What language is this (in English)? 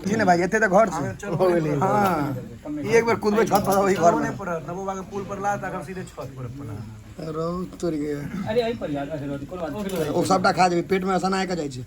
Maithili